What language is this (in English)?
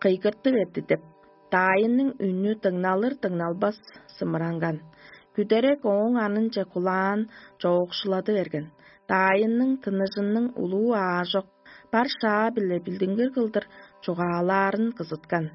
Tuvinian